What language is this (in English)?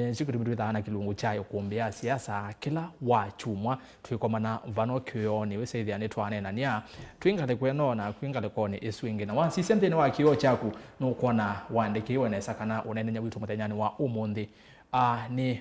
Kamba